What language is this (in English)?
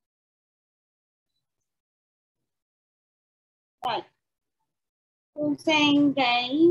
Vietnamese